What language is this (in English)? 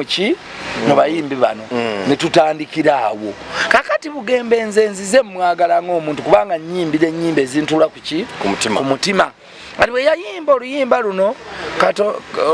Ganda